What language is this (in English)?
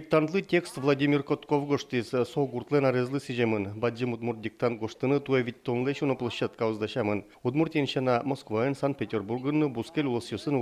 Udmurt